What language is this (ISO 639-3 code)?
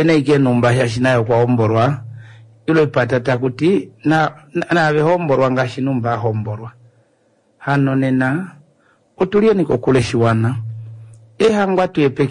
kua